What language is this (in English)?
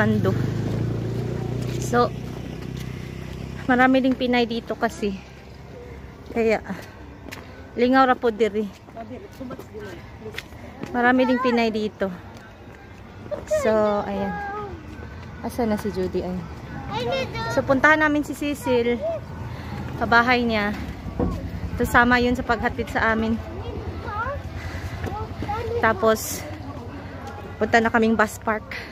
Filipino